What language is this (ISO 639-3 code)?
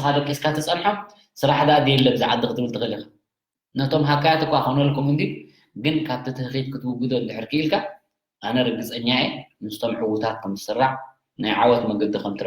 tir